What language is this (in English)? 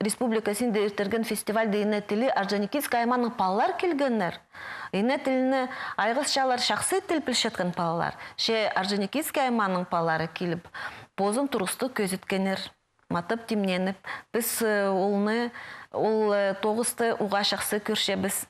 Khakas